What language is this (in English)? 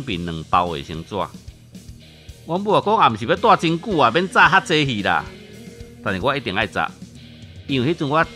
Min Nan Chinese